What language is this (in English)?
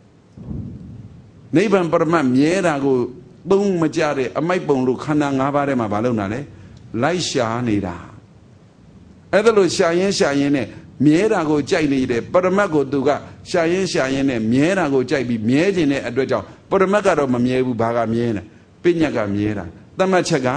Burmese